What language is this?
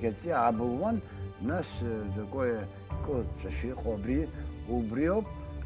Abkhazian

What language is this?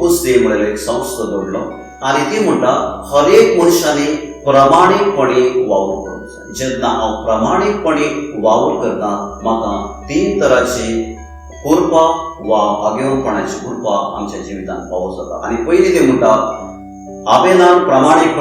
Konkani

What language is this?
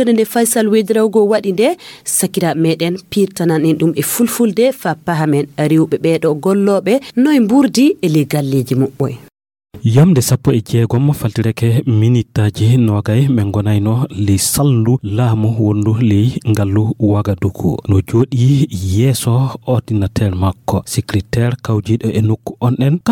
Fula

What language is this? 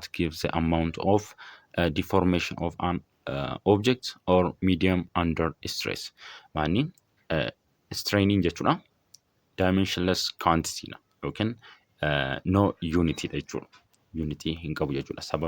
Oromo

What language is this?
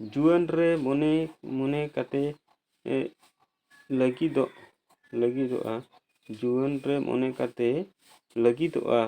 Santali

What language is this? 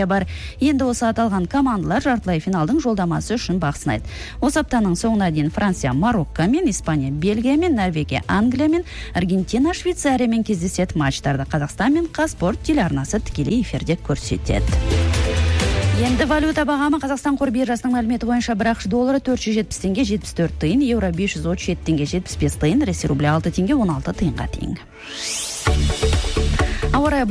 Kazakh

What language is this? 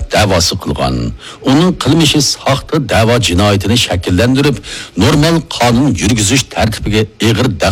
Uyghur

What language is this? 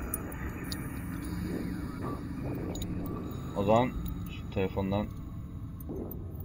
Turkish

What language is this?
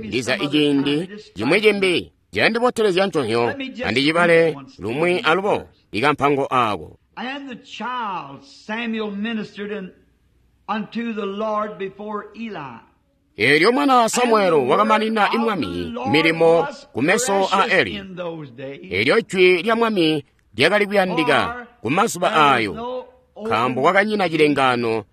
Tonga (Zambia)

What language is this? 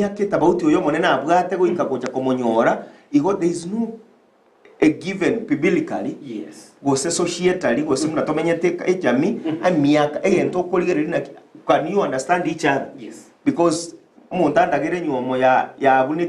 Gusii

